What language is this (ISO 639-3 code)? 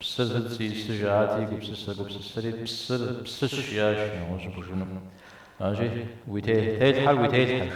kbd